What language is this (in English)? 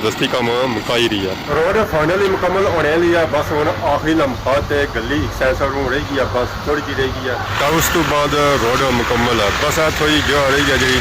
Pahari-Potwari